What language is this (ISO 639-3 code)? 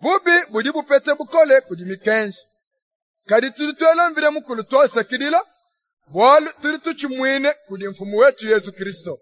lua